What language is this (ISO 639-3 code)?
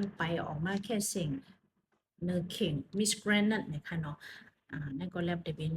shn